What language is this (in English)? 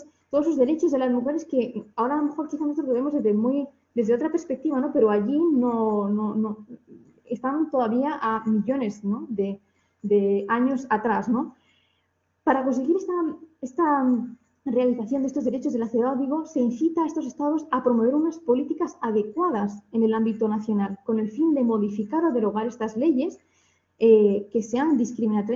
Spanish